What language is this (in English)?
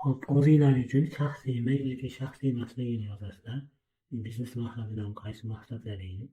Uzbek